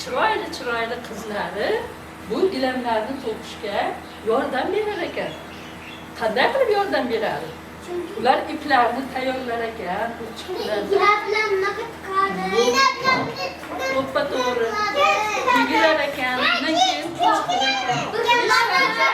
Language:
Uzbek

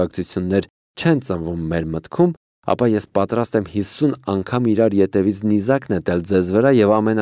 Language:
Armenian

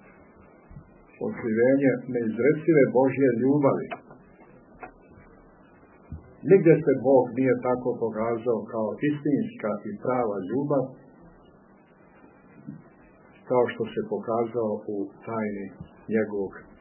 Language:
Serbian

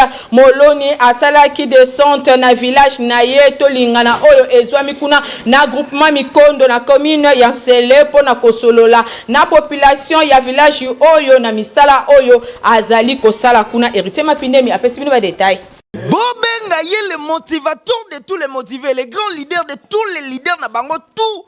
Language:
Lingala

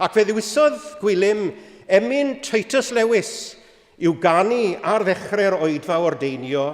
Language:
Welsh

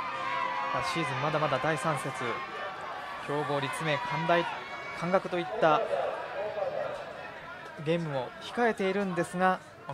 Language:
Japanese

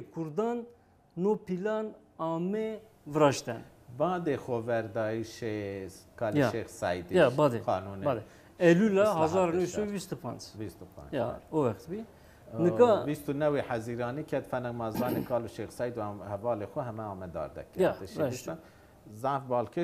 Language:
Zaza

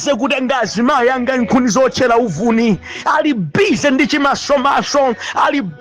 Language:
Nyanja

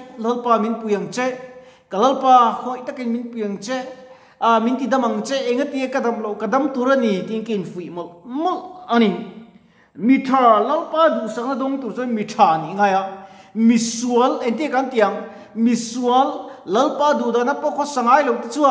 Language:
Mizo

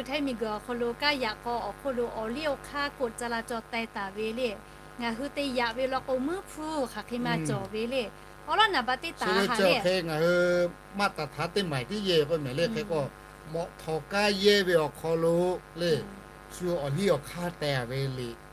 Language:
Lahu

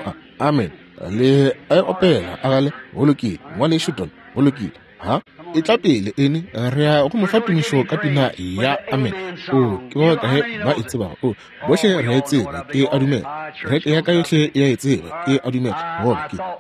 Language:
Northern Sotho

